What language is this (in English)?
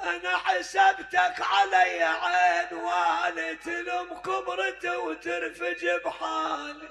Mesopotamian Arabic